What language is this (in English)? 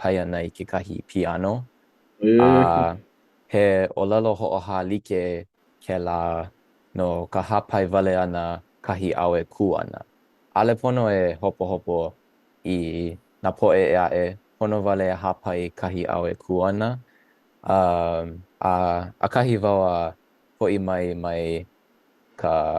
Hawaiian